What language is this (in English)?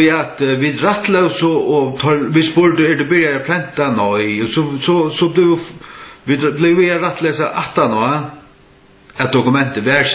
Faroese